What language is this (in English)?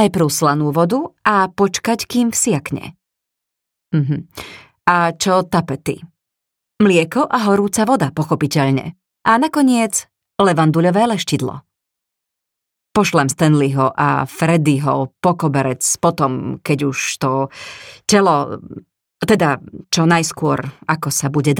Slovak